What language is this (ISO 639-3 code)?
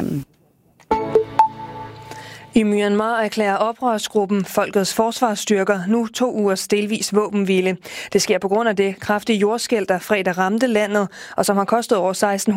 dan